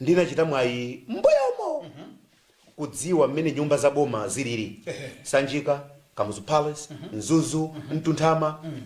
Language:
Nyanja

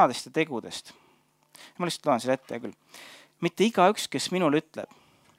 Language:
Estonian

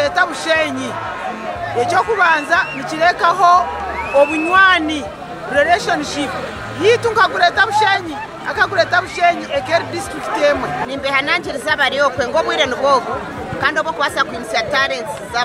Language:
Nyankole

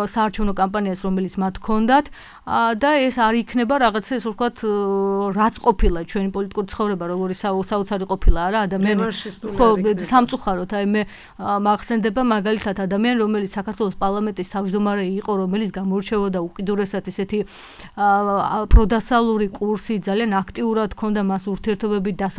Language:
Georgian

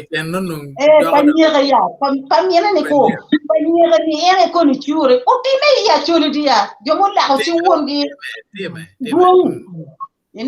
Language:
Acoli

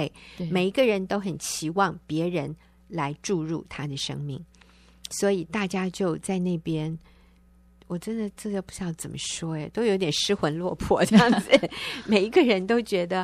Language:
Chinese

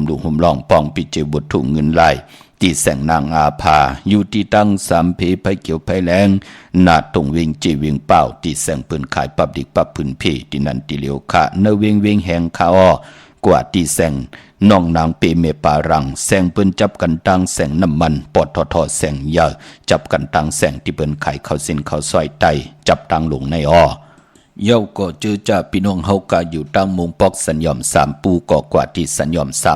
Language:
Shan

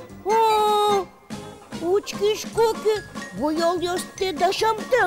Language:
Udmurt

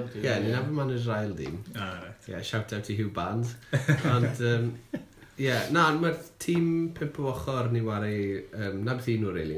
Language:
Welsh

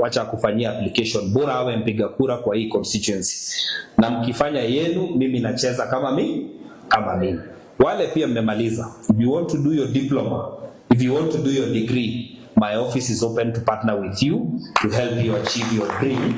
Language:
Swahili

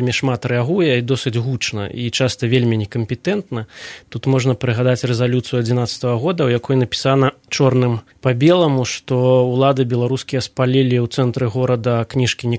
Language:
Belarusian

